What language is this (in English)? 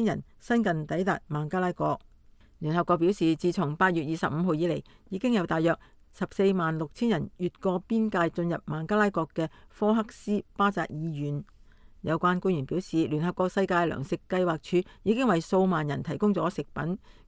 Cantonese